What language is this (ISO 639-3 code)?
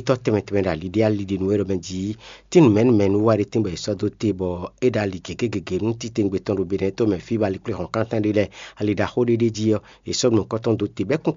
fon